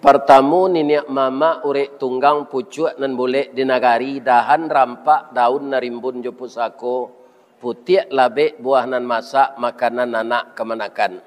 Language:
Minangkabau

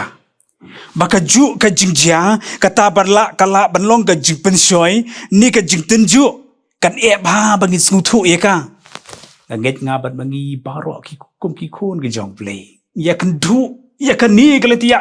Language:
Khasi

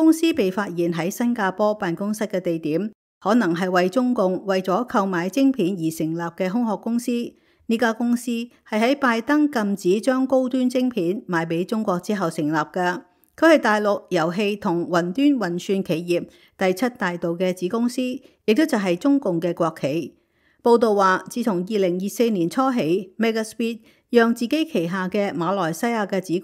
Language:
Cantonese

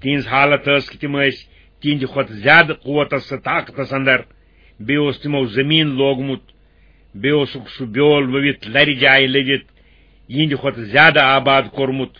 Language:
Kashmiri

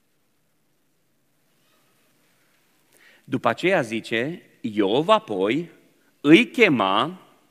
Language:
Romanian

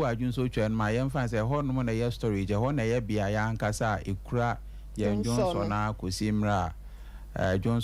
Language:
Akan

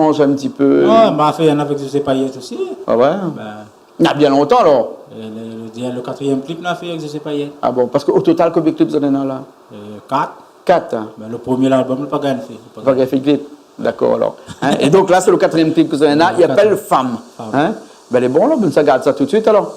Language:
Réunion Creole French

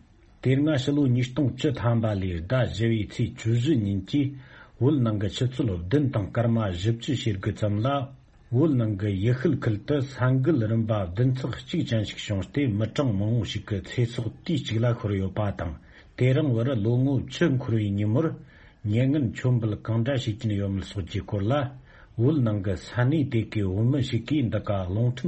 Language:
Tibetan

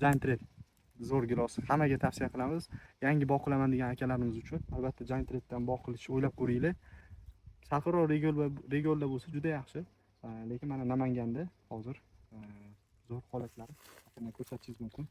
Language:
Uzbek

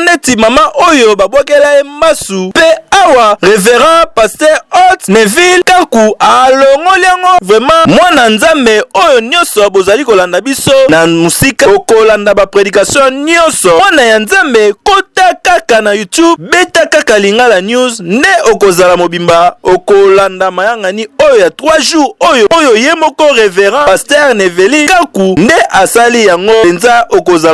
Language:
Lingala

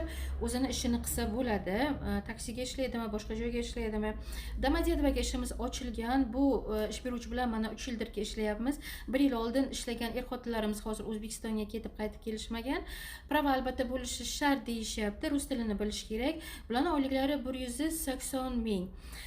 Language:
Uzbek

